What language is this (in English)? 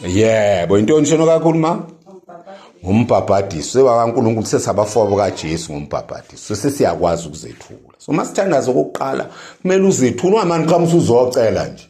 Zulu